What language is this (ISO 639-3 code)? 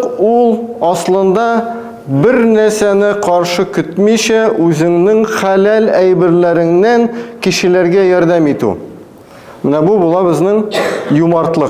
tat